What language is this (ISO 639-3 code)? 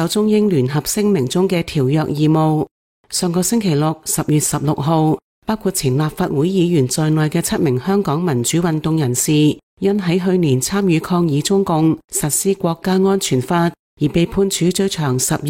yue